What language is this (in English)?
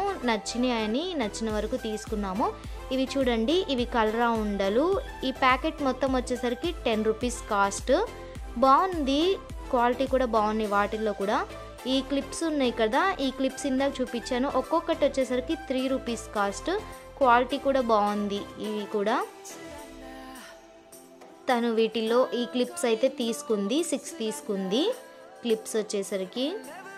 Telugu